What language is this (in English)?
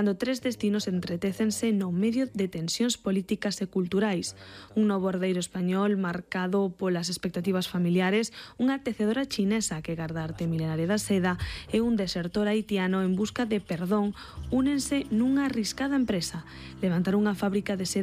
Galician